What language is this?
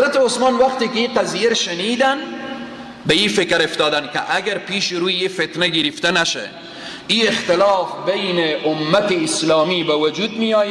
Persian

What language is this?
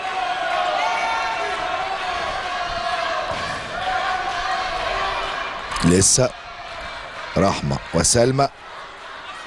Egyptian Arabic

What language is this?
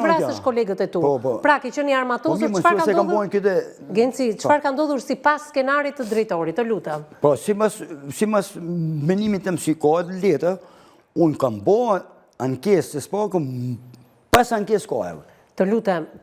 Albanian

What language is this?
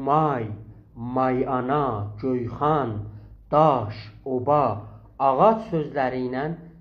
South Azerbaijani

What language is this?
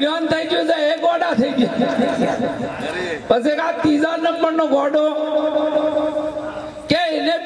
Gujarati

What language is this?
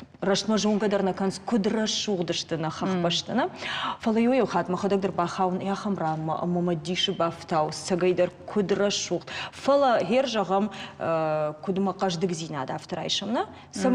Ossetic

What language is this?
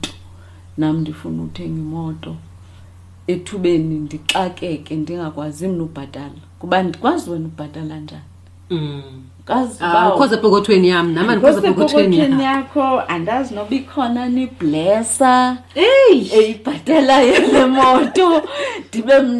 Xhosa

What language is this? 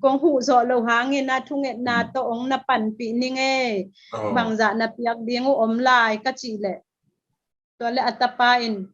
Tedim Chin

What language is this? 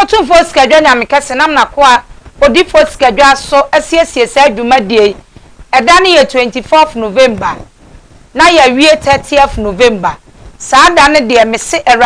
Akan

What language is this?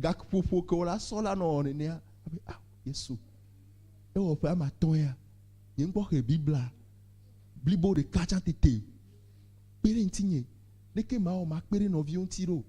Ewe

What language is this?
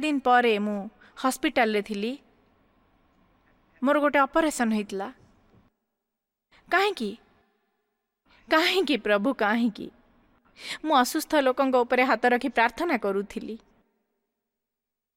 Odia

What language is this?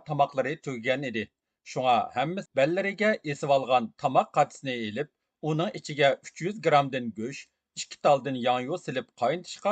Uyghur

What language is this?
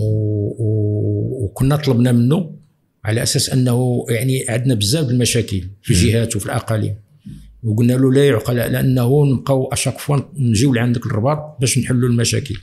Moroccan Arabic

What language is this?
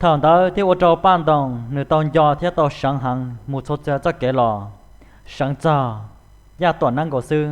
Hmong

